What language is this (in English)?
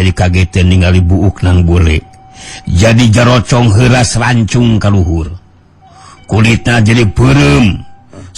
Sundanese